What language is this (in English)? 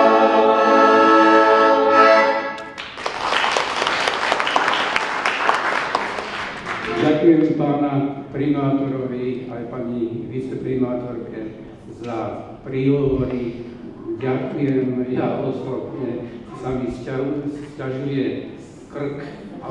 Slovak